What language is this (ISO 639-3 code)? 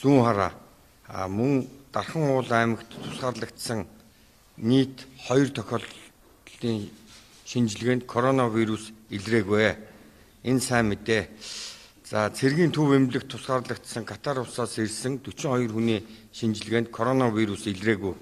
mon